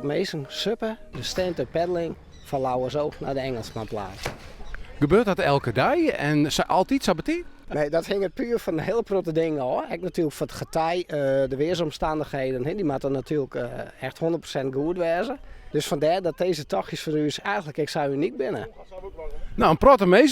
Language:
Western Frisian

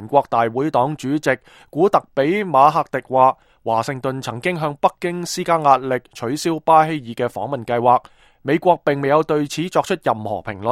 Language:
Cantonese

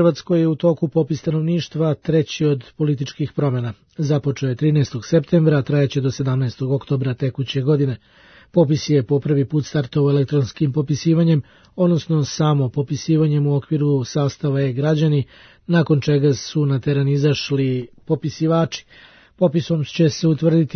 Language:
Serbian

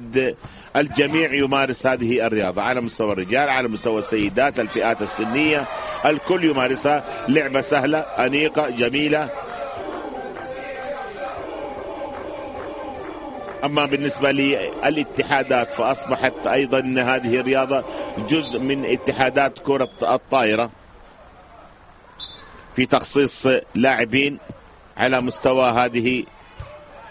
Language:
Arabic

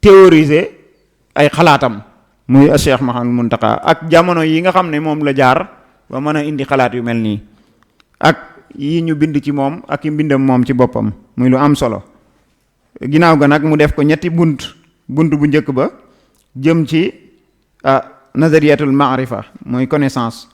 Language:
Wolof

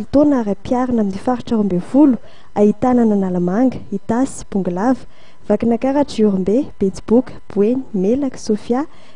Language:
Malagasy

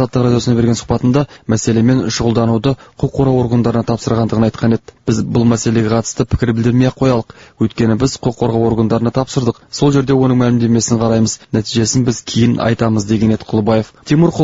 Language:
Kazakh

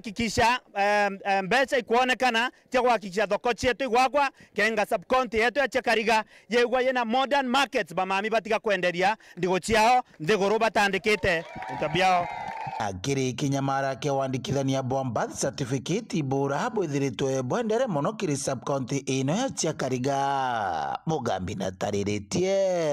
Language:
Meru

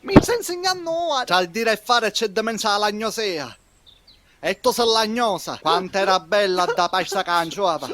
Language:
Sicilian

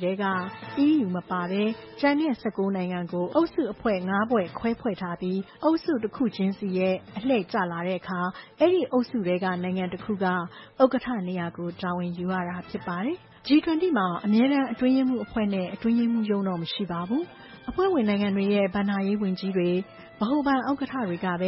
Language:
Burmese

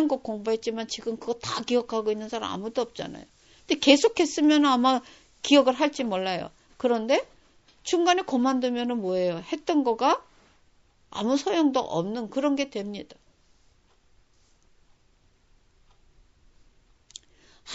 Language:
Korean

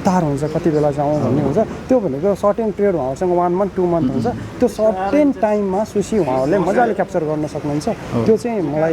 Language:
Nepali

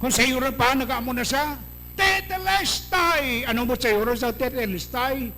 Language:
Hiligaynon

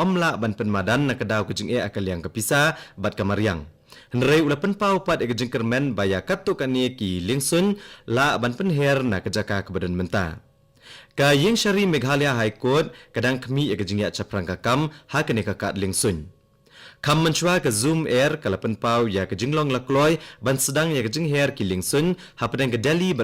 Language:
Khasi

